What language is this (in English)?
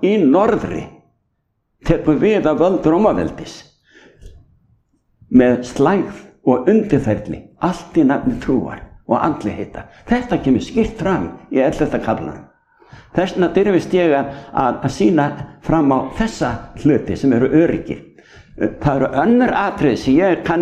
Icelandic